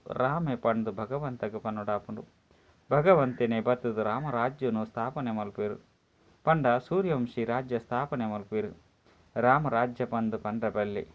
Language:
Tulu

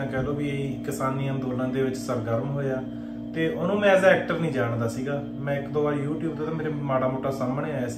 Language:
Punjabi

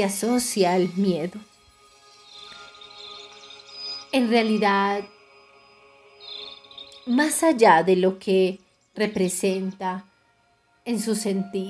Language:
Spanish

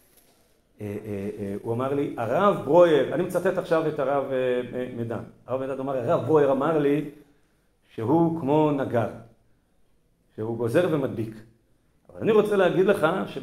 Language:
Hebrew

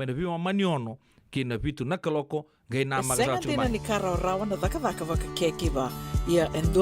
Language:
Fijian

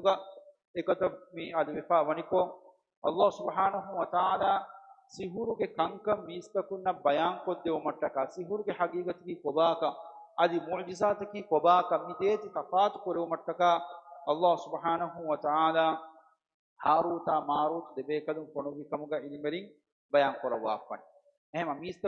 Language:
Divehi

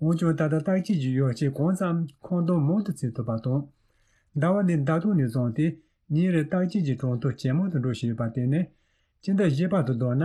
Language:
Tibetan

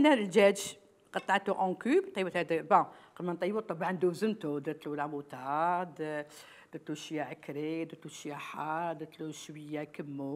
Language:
Algerian Arabic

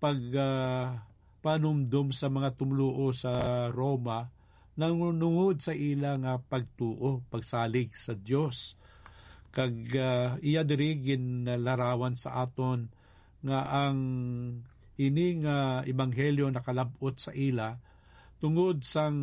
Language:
Hiligaynon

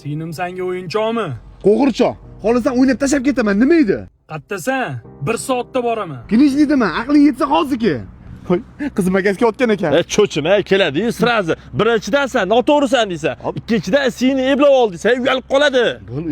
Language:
Uzbek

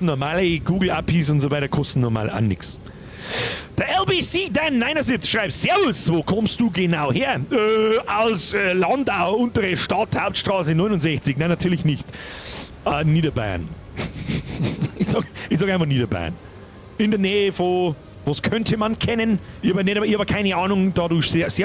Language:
Bavarian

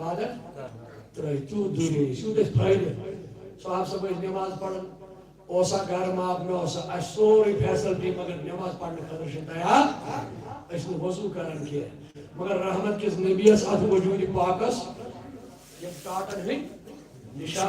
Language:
Kashmiri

